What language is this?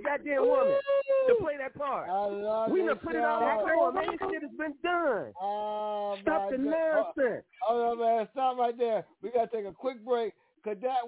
English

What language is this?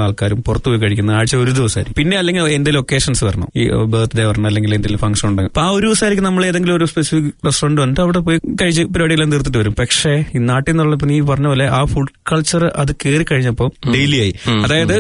Malayalam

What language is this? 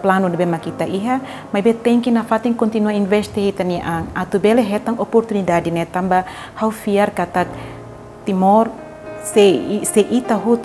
Tetum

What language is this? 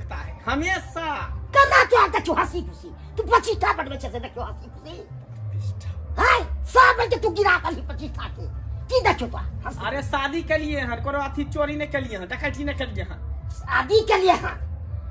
Maithili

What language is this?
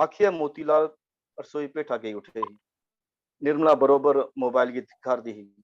Dogri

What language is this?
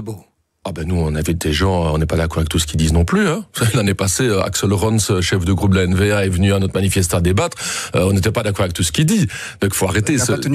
French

